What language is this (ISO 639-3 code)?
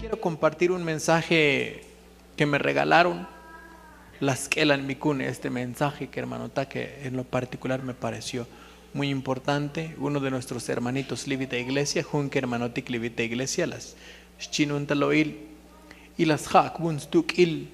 tzo